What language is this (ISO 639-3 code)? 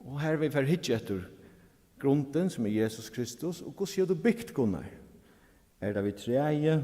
fao